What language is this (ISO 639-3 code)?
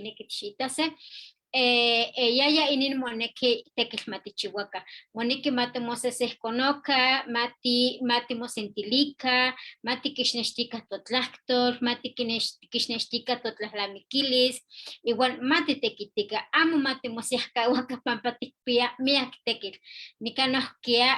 nhe